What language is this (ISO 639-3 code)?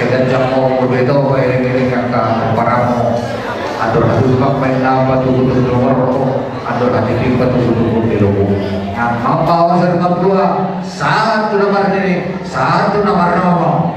bbc